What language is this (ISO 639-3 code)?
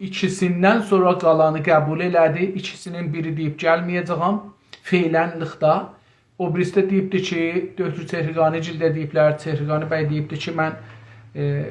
azb